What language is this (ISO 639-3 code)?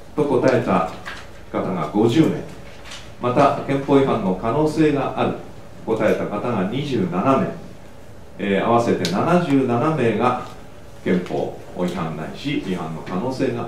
jpn